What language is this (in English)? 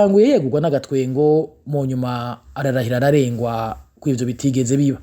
Rundi